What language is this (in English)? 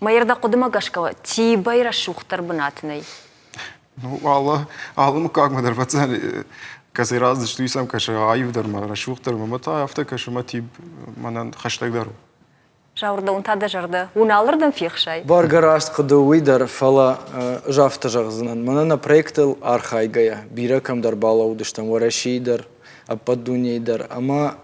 Ossetic